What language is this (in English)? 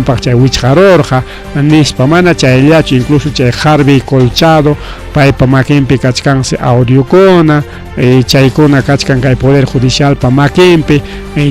Ayacucho Quechua